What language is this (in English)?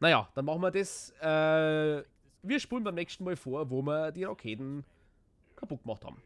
Bavarian